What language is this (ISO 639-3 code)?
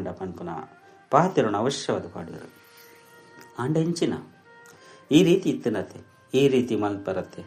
tcy